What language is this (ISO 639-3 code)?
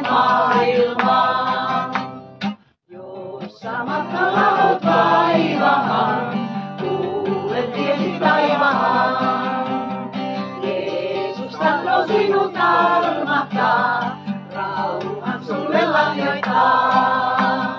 fin